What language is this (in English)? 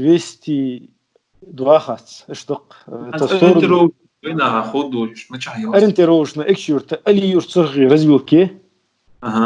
Ingush